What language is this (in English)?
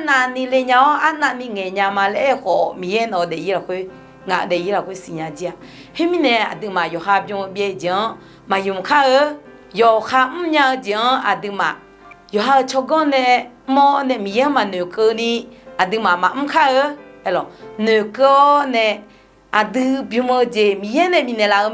Akha